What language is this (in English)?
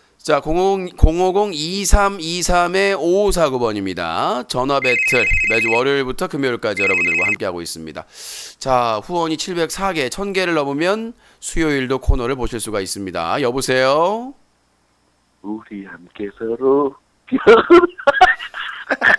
Korean